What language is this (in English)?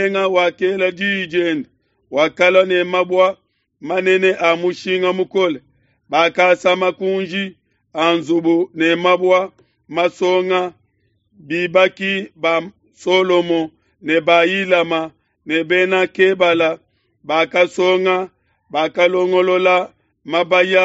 Luba-Lulua